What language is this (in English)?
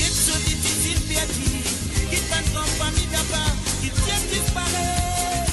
Morisyen